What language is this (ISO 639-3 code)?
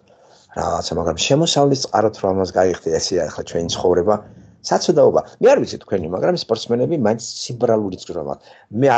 kat